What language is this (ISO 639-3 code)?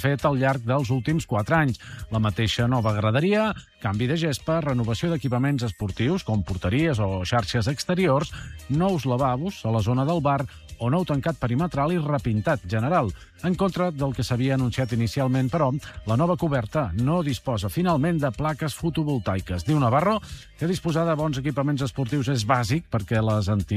cat